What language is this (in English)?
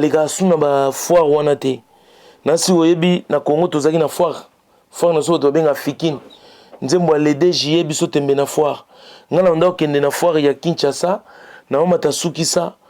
Lingala